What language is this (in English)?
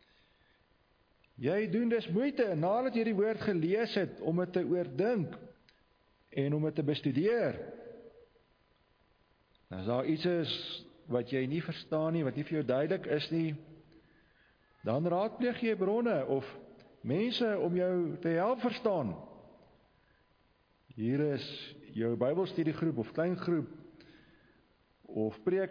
Afrikaans